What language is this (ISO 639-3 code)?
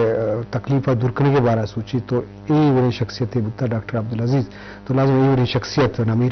bgp